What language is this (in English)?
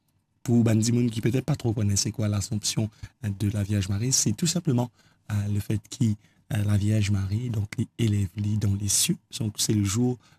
Morisyen